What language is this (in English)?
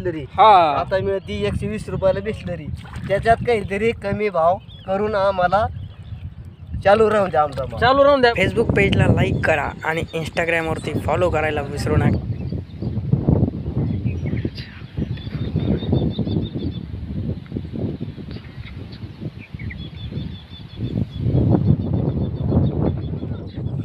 Marathi